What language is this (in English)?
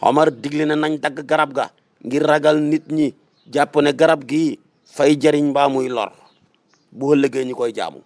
Wolof